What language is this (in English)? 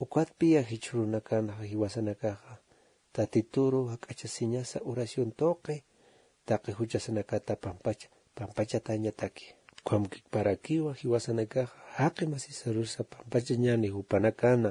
Aymara